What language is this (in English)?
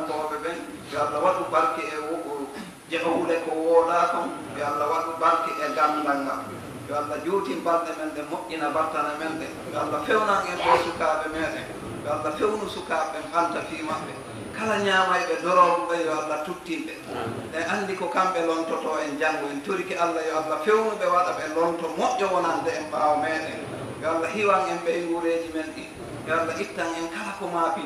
Fula